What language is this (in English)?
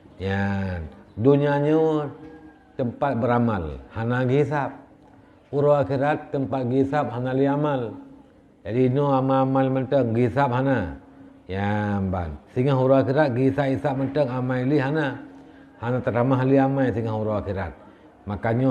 Achinese